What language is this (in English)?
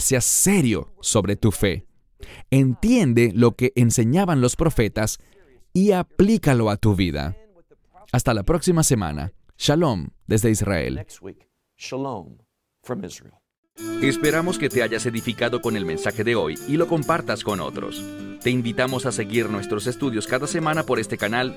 Spanish